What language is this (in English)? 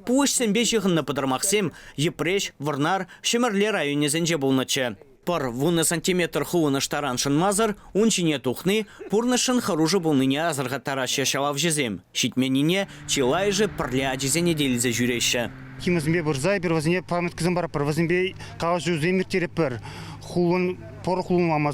Chuvash